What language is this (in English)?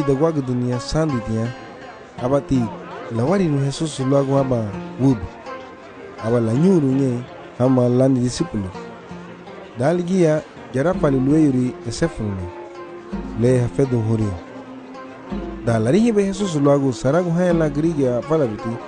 Garifuna